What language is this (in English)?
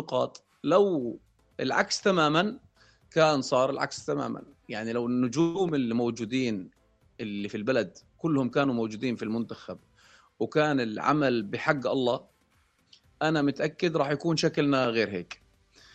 North Levantine Arabic